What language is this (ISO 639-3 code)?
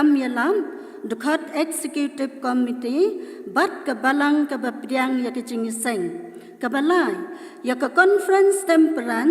kha